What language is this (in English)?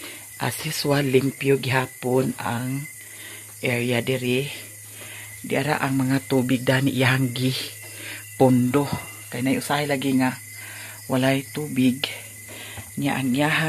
Cebuano